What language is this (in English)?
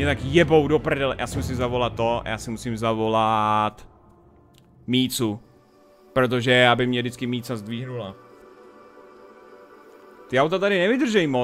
Czech